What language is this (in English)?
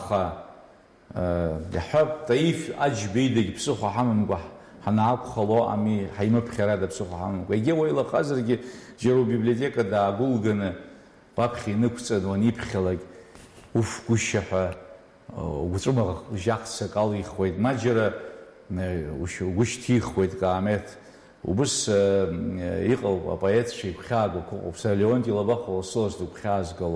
Abkhazian